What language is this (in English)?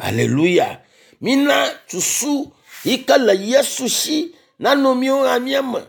Ewe